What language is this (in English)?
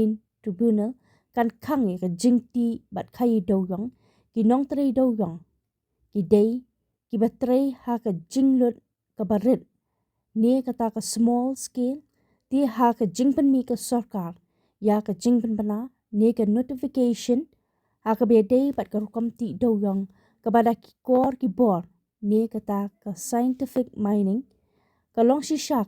Khasi